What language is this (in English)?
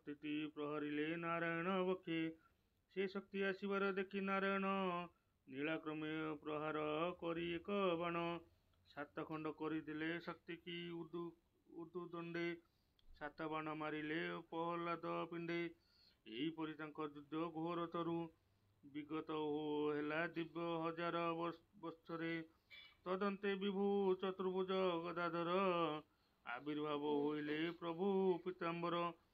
Odia